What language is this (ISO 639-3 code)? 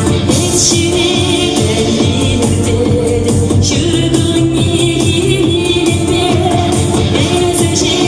chv